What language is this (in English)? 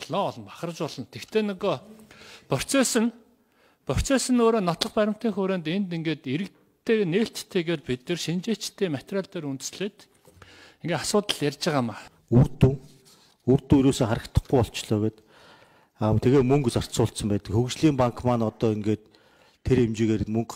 Mongolian